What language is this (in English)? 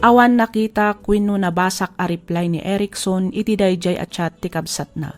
Iloko